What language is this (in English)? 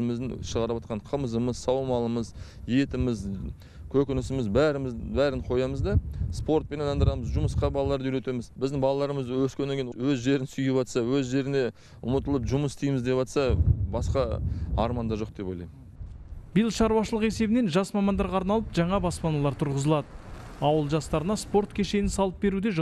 Kazakh